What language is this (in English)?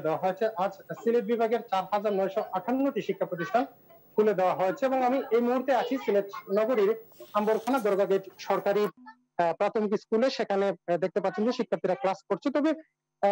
Bangla